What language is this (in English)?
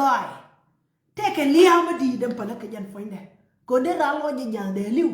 Nuer